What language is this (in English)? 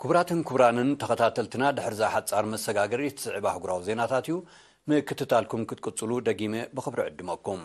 Tigrinya